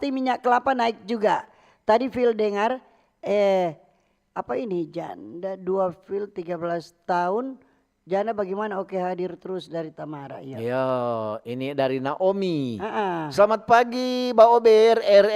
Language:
Manado Malay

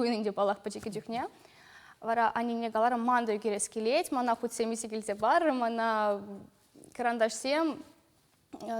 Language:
Chuvash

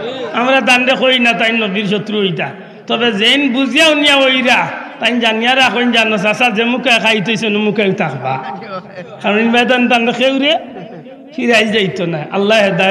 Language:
Sylheti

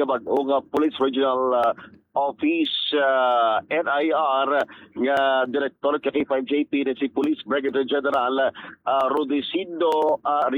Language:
Hiligaynon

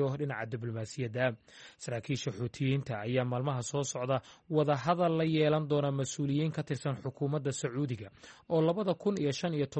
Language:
Somali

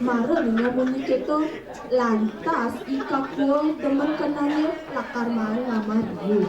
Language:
Balinese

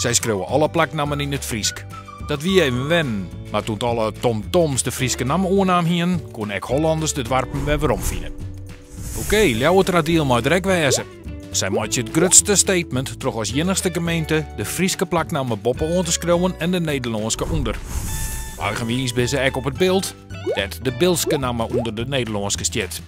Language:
Western Frisian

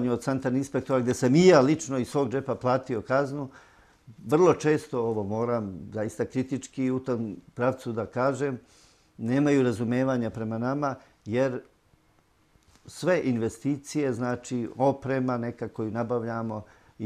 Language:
Serbian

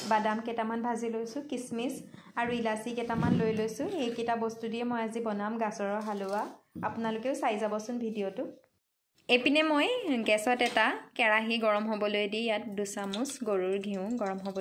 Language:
Assamese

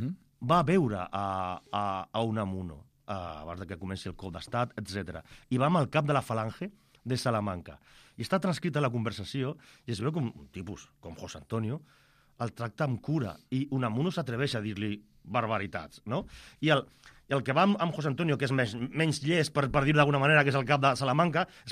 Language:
Catalan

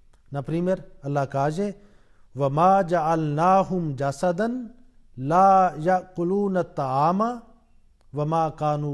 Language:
Bosnian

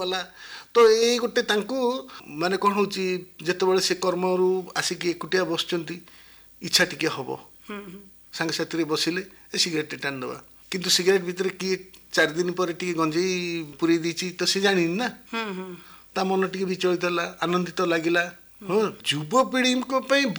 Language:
Odia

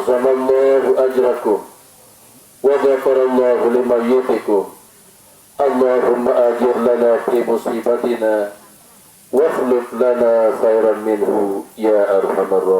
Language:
Sasak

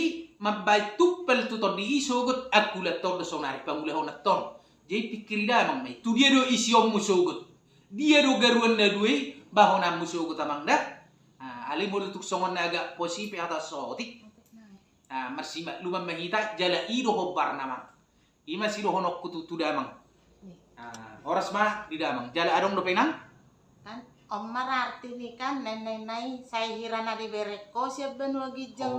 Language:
Batak Toba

